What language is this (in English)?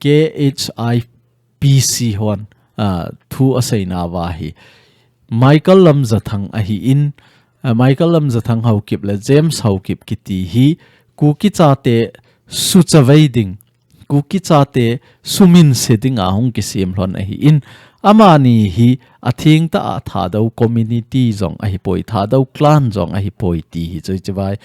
Thado Chin